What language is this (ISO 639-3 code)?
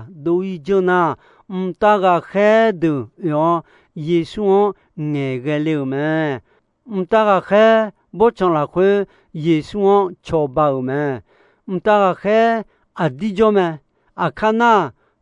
ahk